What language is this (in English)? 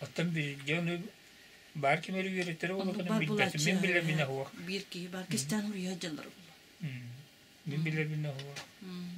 Yakut